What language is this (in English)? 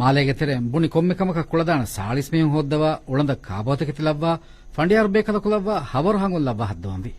Divehi